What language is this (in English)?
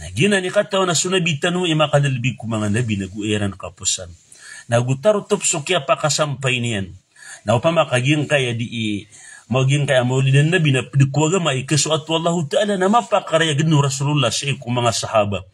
Maranao